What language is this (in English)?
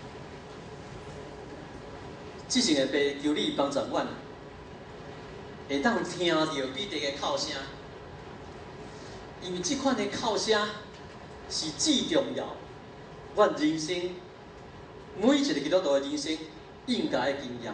Min Nan Chinese